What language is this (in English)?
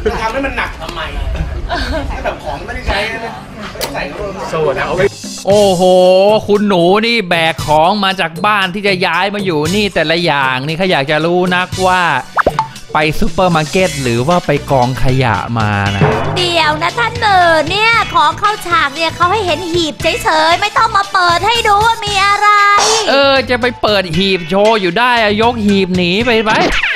Thai